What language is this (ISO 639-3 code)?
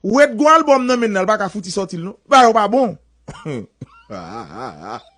hat